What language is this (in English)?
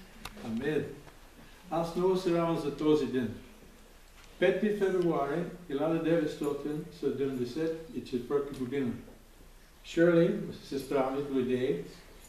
Bulgarian